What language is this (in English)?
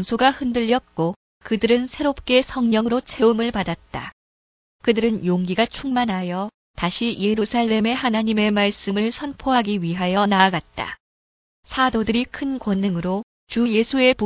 Korean